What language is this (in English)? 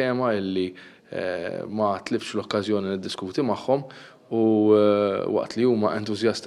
Maltese